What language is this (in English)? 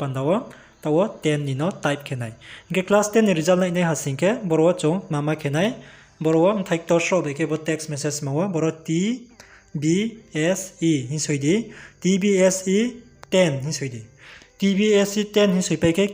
Riang (India)